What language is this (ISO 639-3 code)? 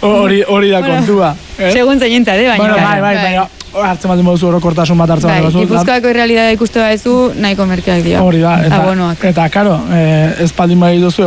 eus